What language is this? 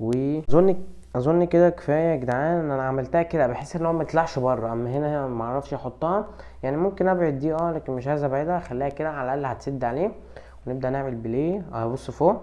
Egyptian Arabic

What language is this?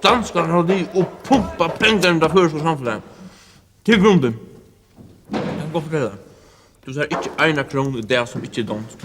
Faroese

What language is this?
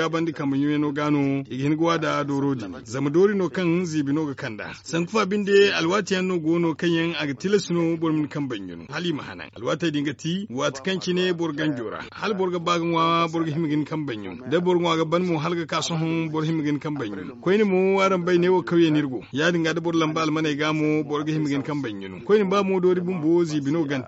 Zarma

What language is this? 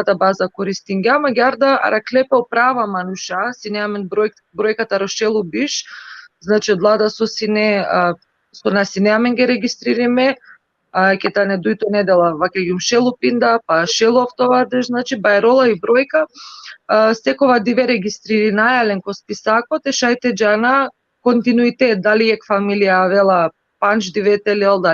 Balkan Romani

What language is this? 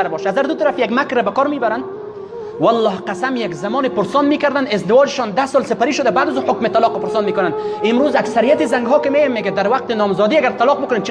Persian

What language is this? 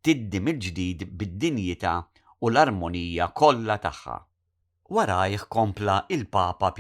Maltese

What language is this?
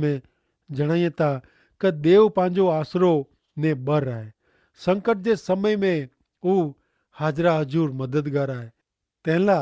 Kachhi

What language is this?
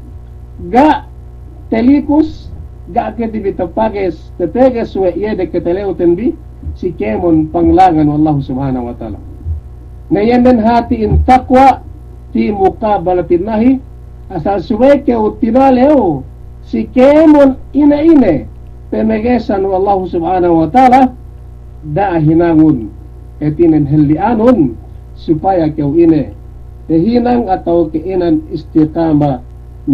Yakan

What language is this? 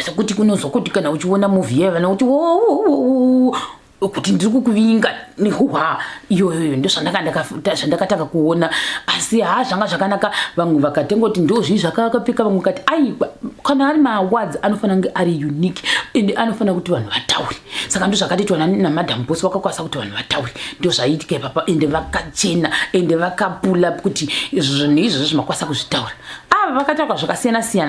Shona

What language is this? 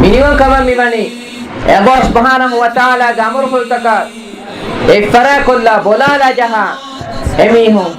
Divehi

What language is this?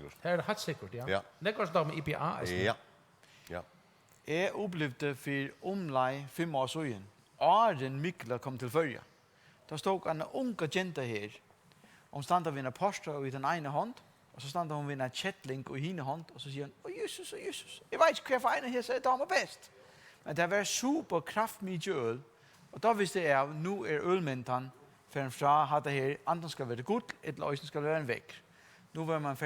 Faroese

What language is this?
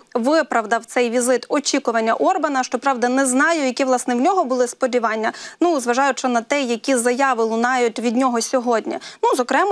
Ukrainian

